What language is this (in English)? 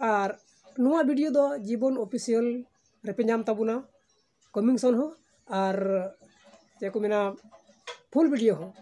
Santali